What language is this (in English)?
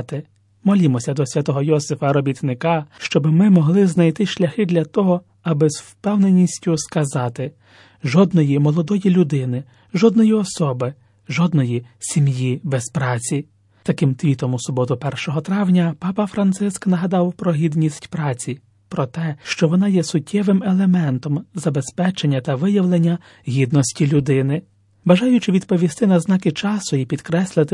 Ukrainian